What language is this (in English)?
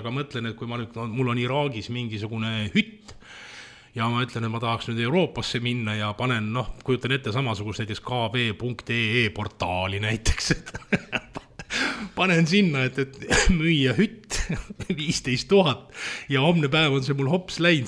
Estonian